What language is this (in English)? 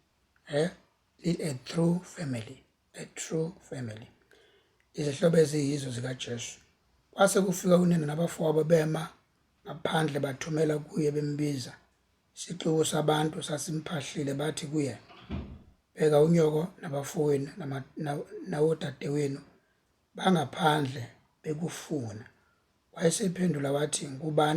Zulu